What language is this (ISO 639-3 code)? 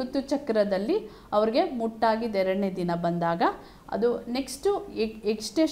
kan